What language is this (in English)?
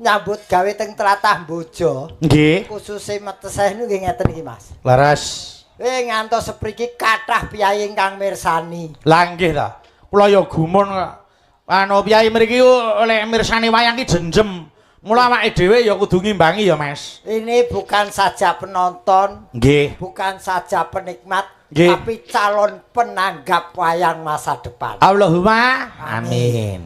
Javanese